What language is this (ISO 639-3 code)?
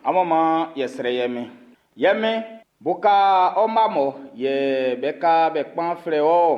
bci